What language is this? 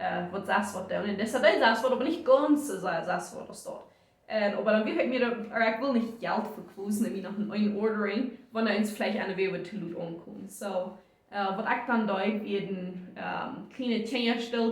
Plautdietsch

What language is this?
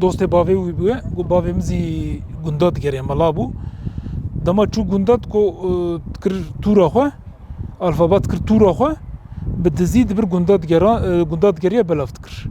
Kurdish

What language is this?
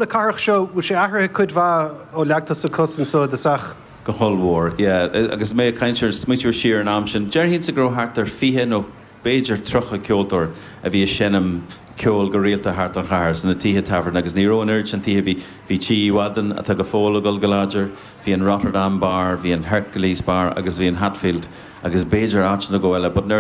Irish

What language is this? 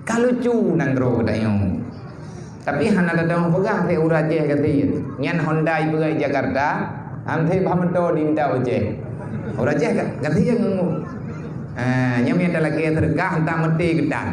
Achinese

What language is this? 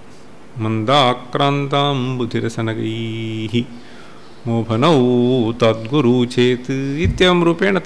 Sanskrit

